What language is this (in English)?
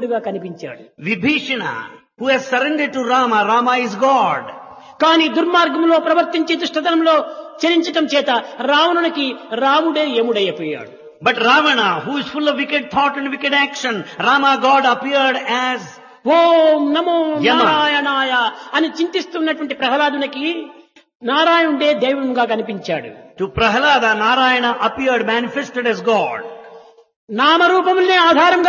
Telugu